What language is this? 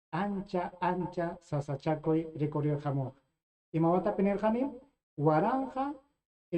Ayacucho Quechua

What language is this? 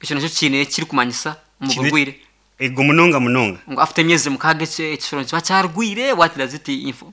Nyankole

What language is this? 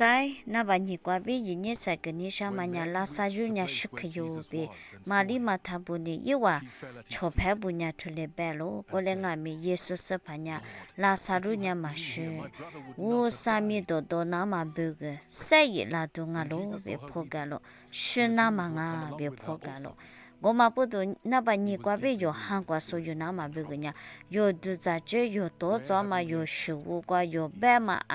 Lisu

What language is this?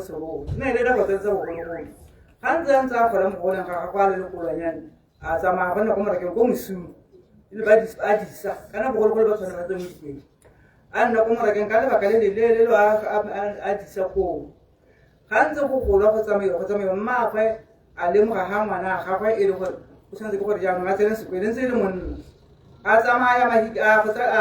Tswana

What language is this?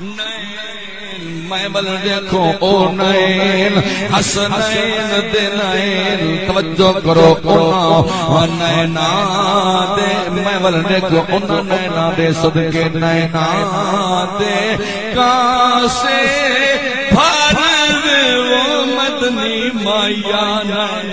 Saraiki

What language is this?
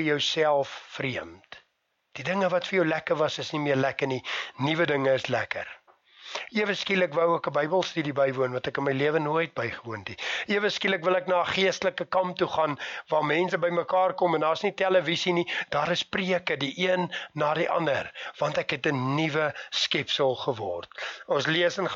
Afrikaans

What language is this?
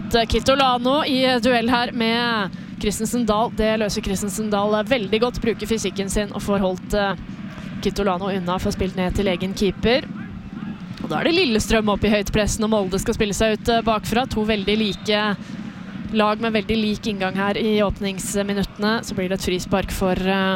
Norwegian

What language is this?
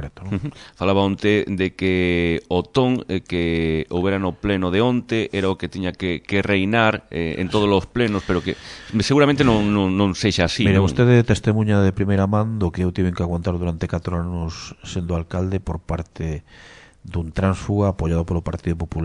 Galician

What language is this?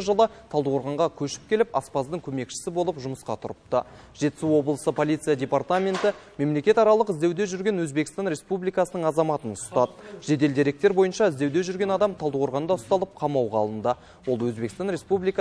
Kazakh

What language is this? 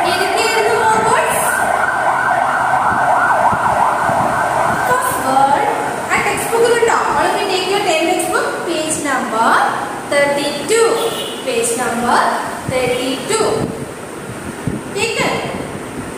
Malayalam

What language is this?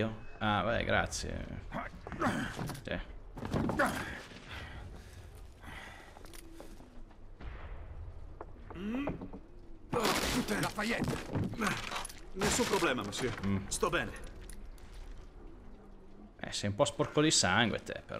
Italian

